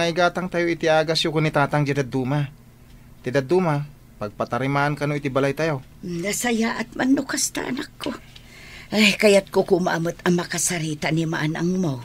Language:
Iloko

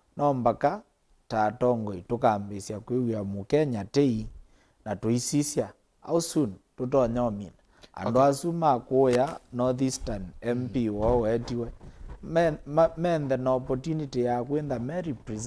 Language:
Kamba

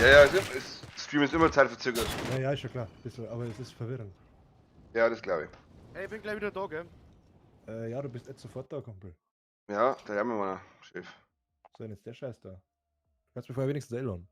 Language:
Bavarian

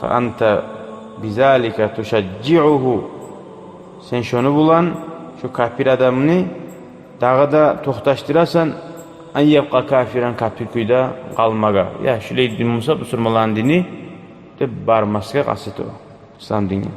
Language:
Kumyk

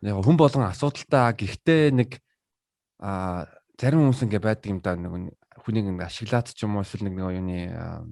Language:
Mongolian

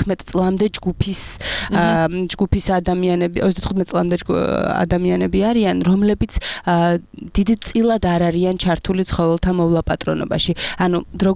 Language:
Georgian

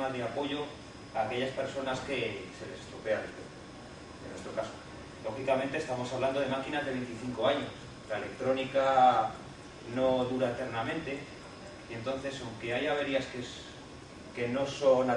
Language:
Spanish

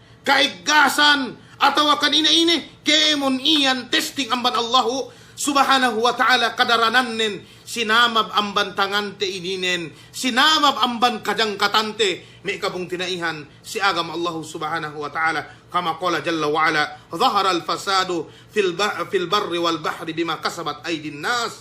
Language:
Yakan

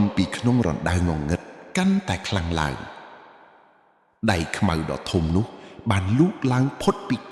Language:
Khmer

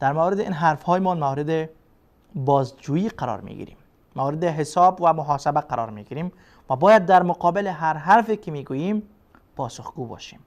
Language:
Persian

